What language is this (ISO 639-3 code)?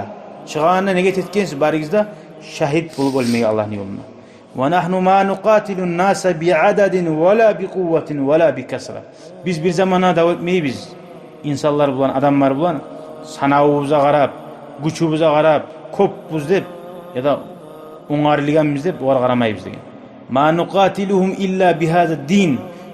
kum